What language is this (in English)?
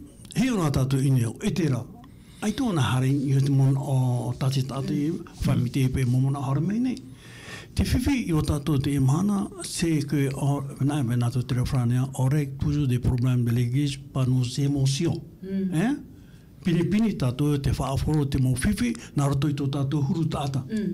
Tahitian